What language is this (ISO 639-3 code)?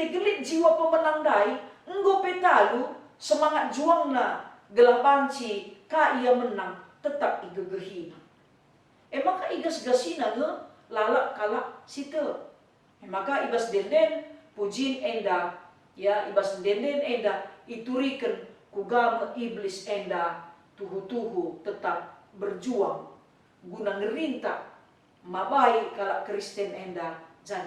btx